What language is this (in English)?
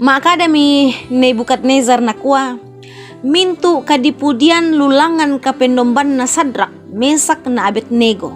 Toraja-Sa'dan